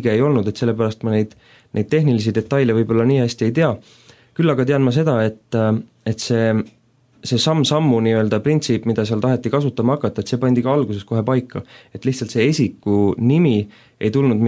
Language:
Estonian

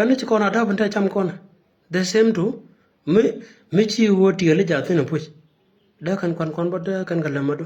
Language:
Nuer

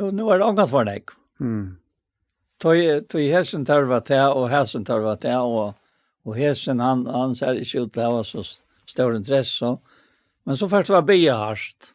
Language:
Faroese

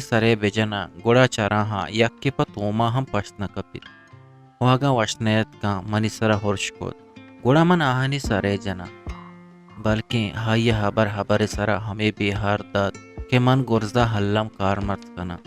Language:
Eastern Balochi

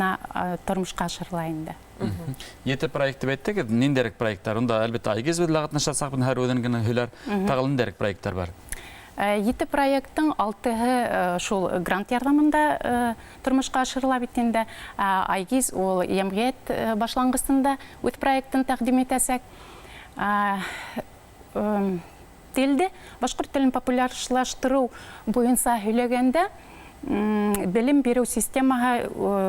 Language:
Bashkir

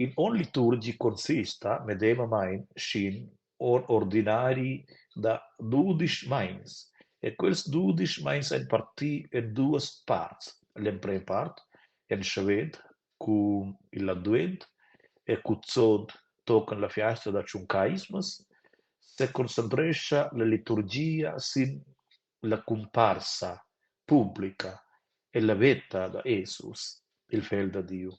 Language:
Romansh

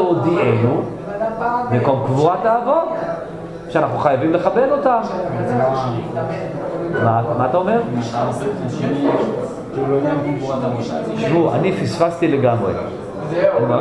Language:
Hebrew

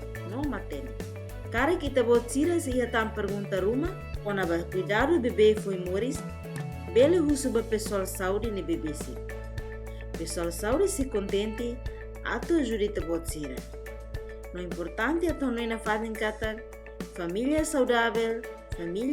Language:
Tetum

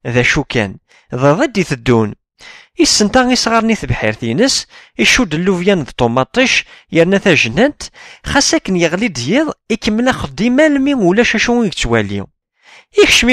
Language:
Kabyle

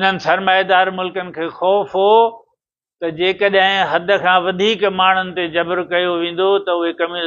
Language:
Sindhi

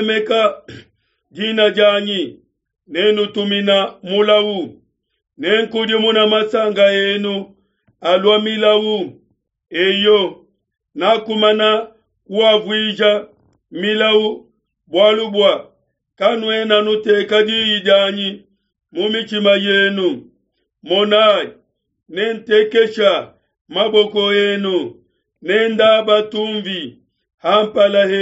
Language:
Luba-Lulua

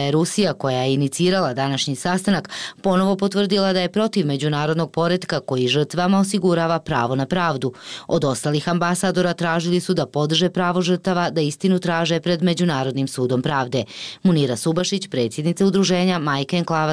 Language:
Bosnian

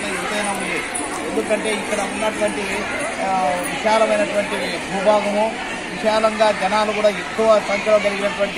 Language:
Telugu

